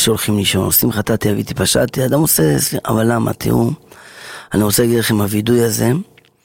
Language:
Hebrew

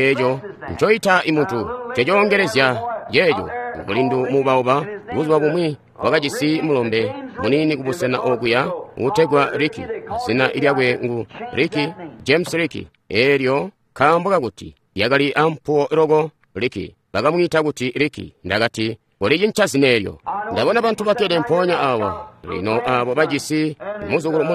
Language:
Tonga (Zambia)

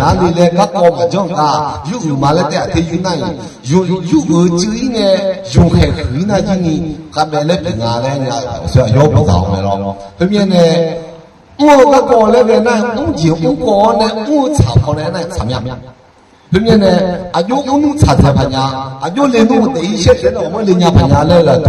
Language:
Akha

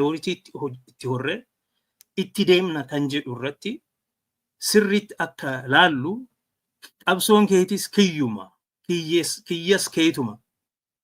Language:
Oromo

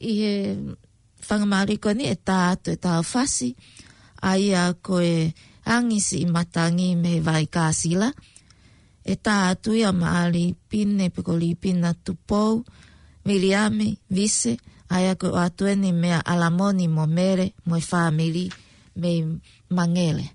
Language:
Tongan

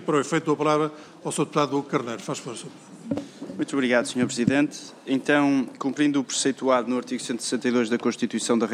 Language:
Portuguese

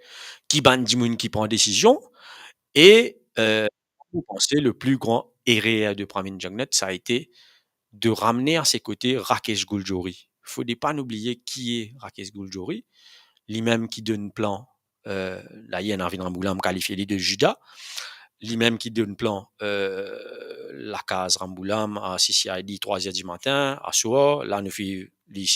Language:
Morisyen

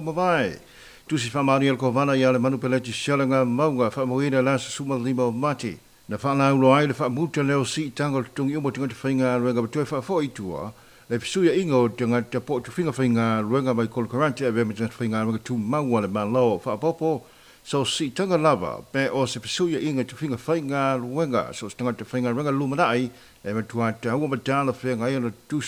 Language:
Samoan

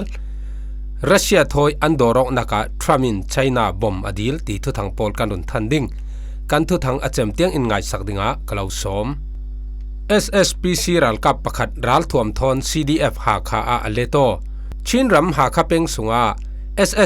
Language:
Falam Chin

